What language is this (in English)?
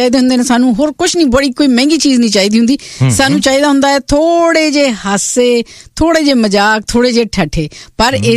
Punjabi